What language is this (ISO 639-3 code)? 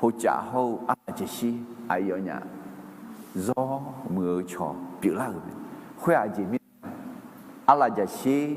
ahk